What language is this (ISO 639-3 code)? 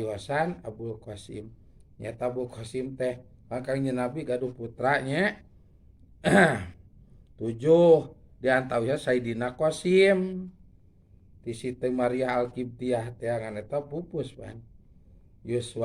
sun